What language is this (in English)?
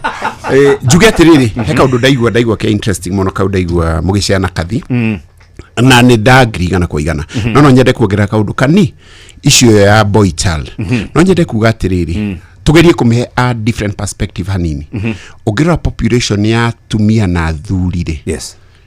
Kikuyu